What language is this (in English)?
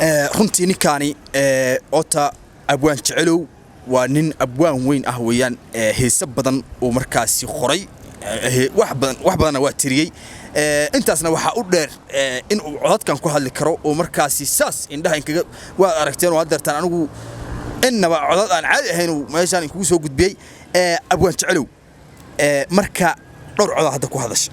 Somali